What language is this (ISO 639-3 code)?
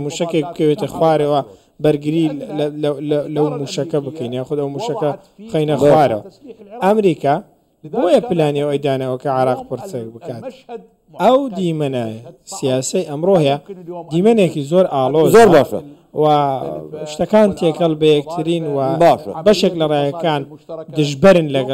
ckb